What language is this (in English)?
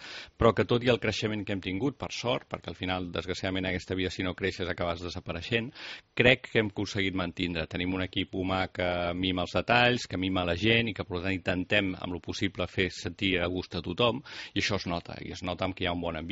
Catalan